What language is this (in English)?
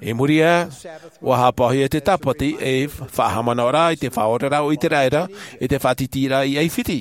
Tahitian